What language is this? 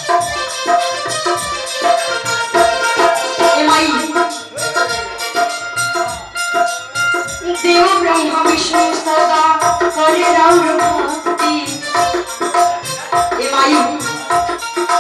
Bhojpuri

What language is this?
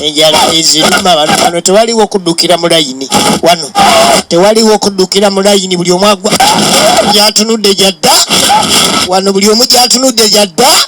Ganda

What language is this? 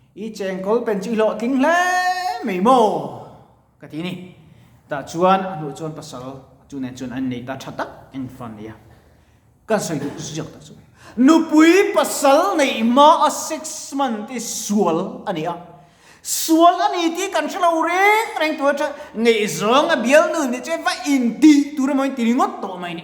Mizo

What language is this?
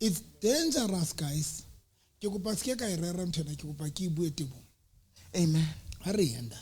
Southern Sotho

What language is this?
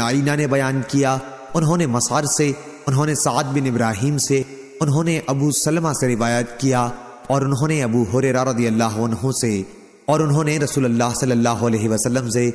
Urdu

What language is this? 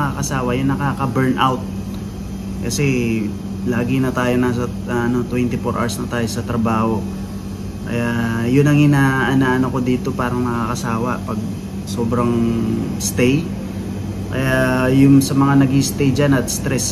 Filipino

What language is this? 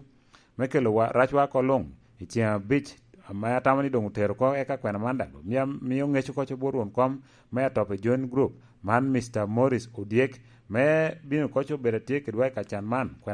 Lango (Uganda)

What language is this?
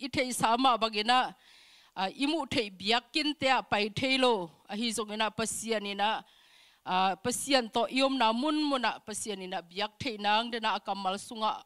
Tedim Chin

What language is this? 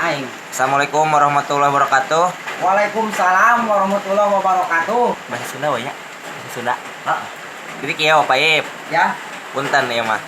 Sundanese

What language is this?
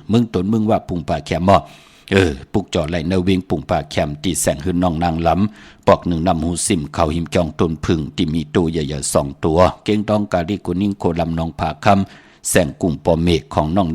Shan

